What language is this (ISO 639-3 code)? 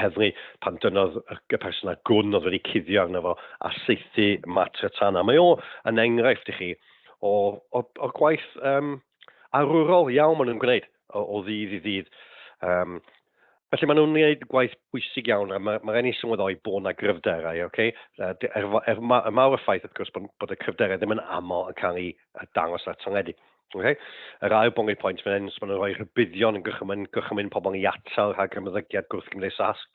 cym